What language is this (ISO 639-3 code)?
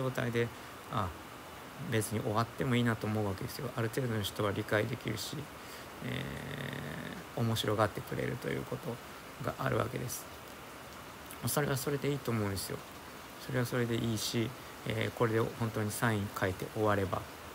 jpn